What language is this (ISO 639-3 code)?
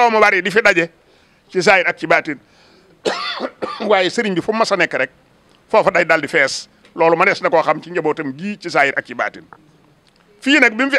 wol